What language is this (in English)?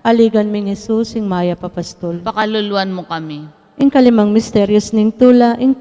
Pampanga